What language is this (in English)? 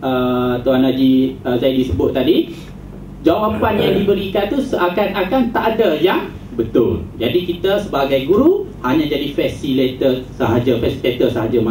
Malay